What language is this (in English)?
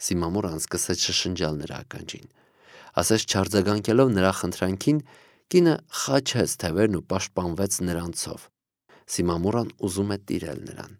Armenian